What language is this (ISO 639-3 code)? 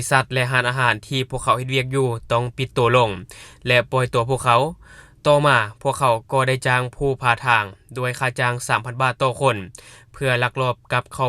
lao